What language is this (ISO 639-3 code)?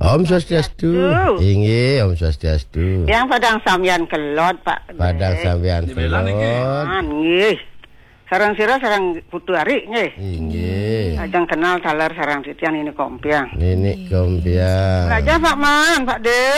ban